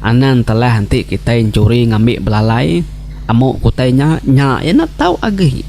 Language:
Iban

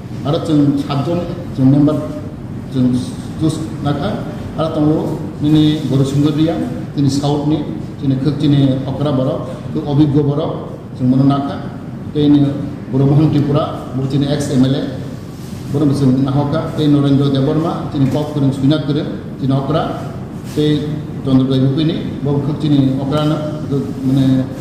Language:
Kok Borok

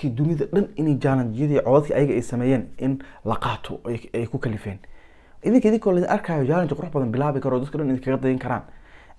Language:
Somali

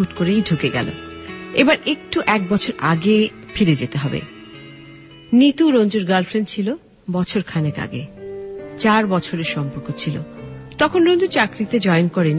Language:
Bangla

